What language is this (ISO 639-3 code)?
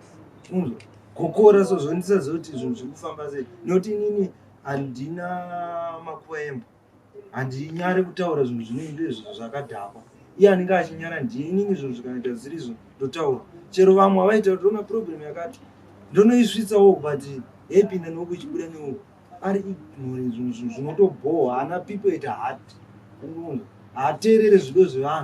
sna